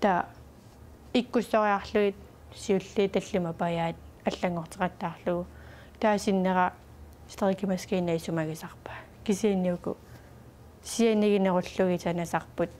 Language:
Kalaallisut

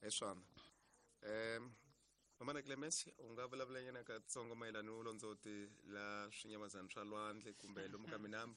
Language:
Tsonga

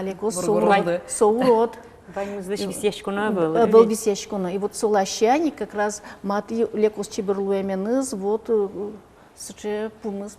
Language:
Udmurt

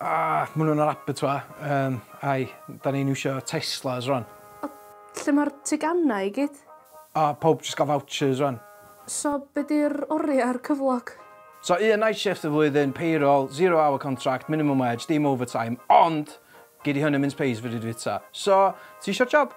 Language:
Welsh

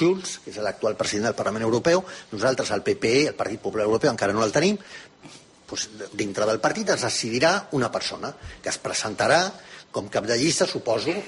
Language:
Catalan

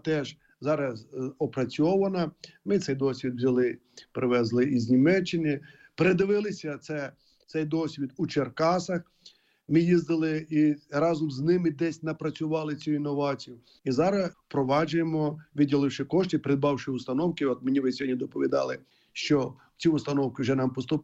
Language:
Ukrainian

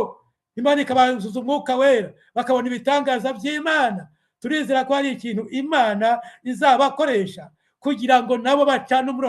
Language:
Kinyarwanda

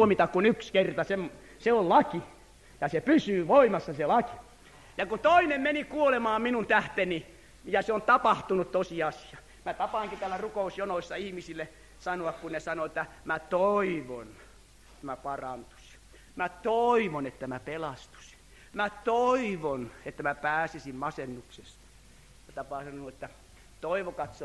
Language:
Finnish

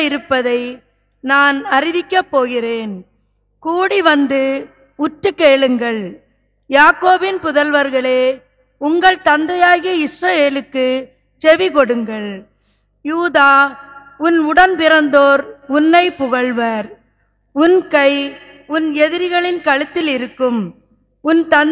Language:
Tamil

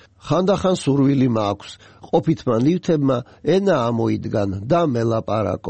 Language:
Georgian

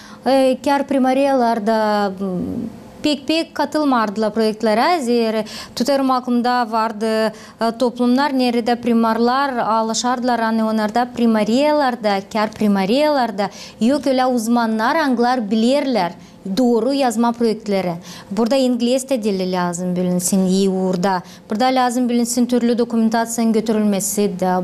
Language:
Gagauz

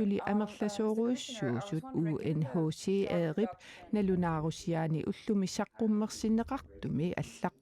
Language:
Kalaallisut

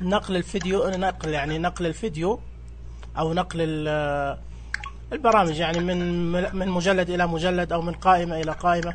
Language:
Najdi Arabic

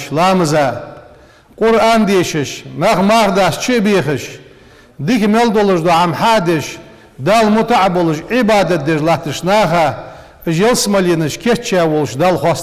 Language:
Ingush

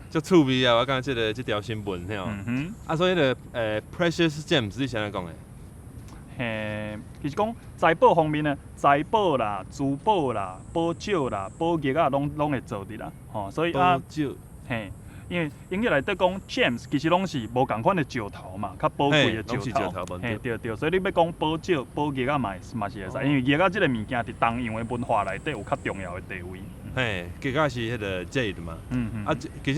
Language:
Min Nan Chinese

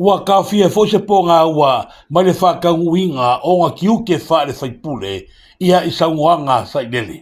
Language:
Samoan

